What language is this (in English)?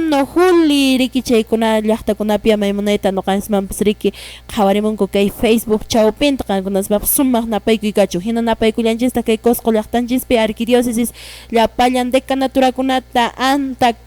Quechua